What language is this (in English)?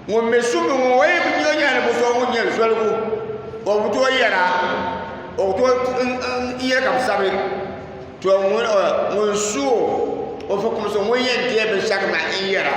Dagbani